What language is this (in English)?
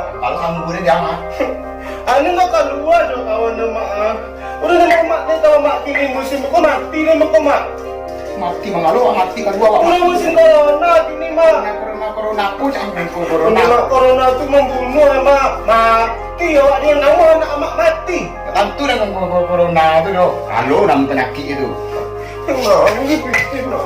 Minangkabau